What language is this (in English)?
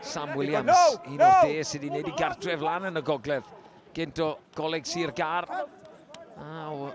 Welsh